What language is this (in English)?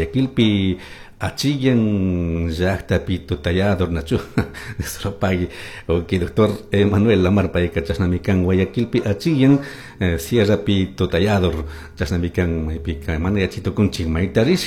Chimborazo Highland Quichua